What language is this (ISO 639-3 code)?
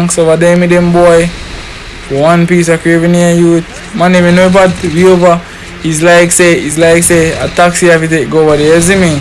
jam